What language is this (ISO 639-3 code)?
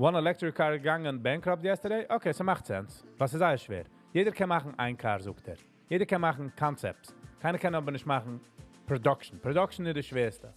yid